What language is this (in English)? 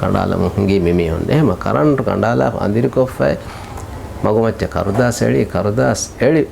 Divehi